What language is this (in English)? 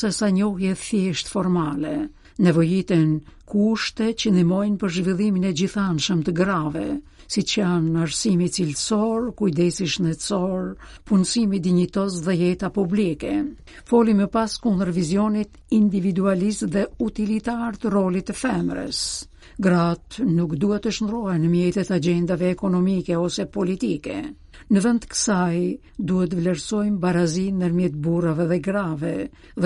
Albanian